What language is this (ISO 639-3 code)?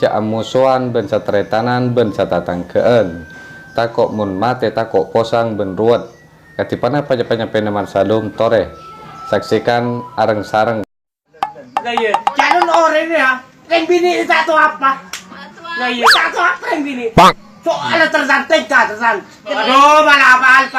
mad